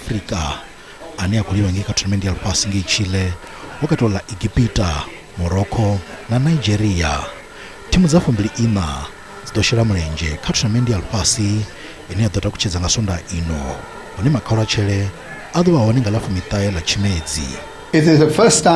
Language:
Venda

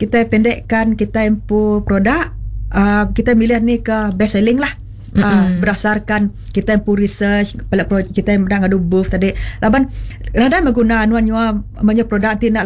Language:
Iban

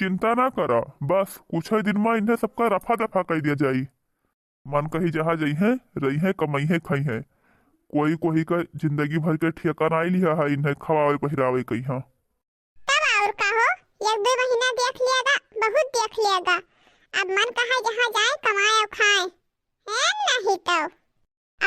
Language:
Awadhi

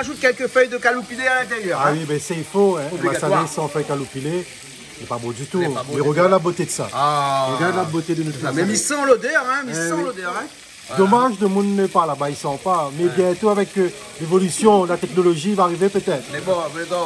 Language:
Réunion Creole French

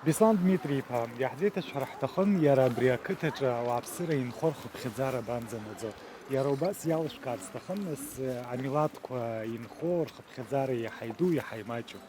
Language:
Abkhazian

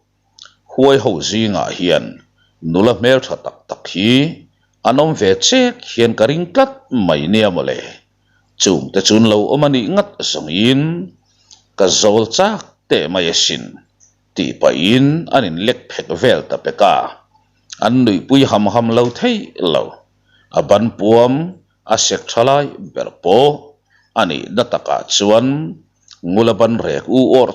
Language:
Mizo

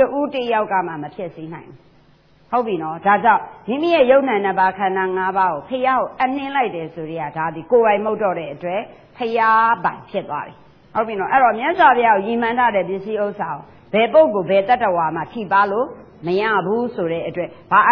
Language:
Burmese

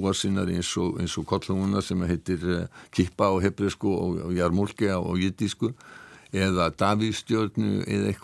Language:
Icelandic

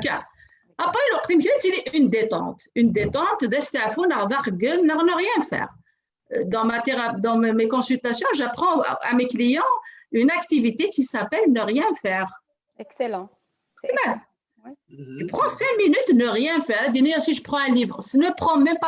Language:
Kabyle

